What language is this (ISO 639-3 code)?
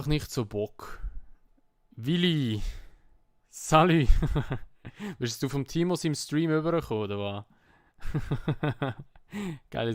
gsw